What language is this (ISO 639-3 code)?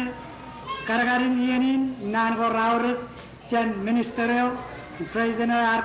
mah